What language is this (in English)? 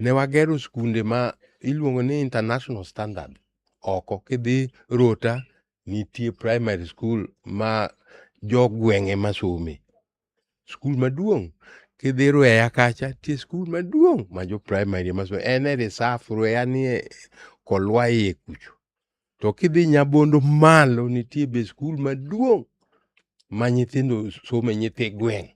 Luo (Kenya and Tanzania)